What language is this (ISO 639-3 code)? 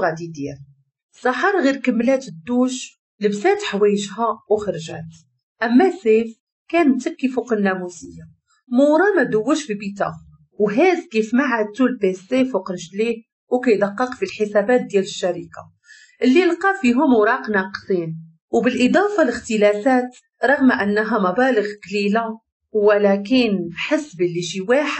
ary